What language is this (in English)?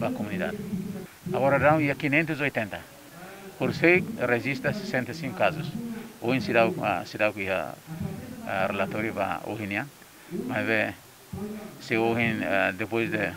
Tetum